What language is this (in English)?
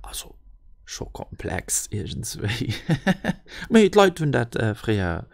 Luxembourgish